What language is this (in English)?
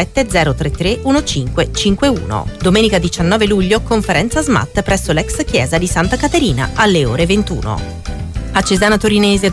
Italian